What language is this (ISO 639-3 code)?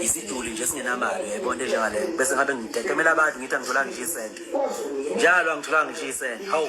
zul